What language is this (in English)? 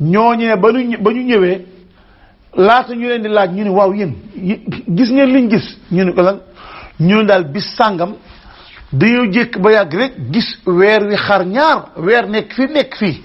Wolof